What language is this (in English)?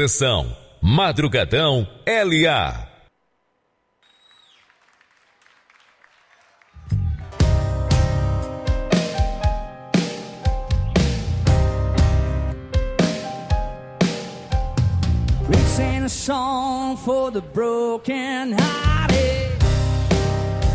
Portuguese